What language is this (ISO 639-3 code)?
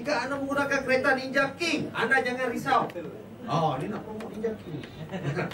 msa